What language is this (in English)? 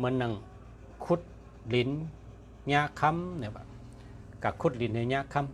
Shan